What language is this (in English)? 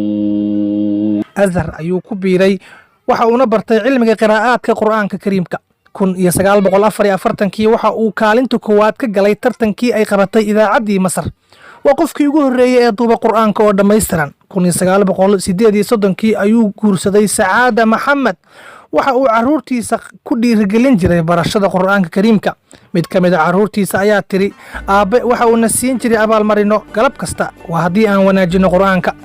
Somali